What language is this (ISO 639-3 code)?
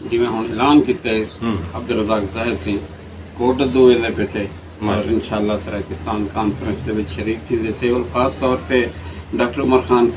skr